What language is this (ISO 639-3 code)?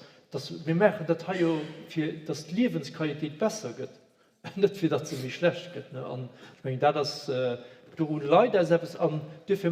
ltz